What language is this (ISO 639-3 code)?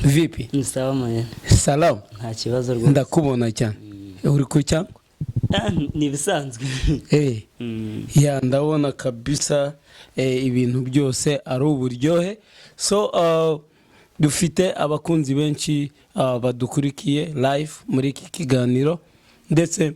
kin